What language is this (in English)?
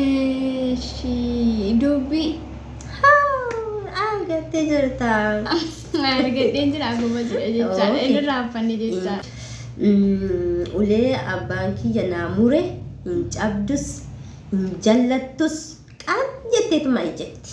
Oromo